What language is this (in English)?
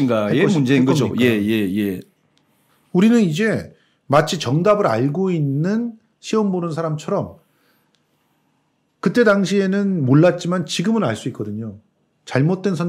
Korean